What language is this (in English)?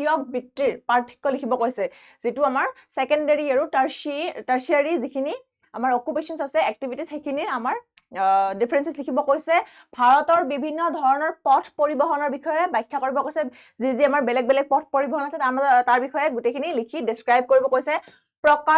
Assamese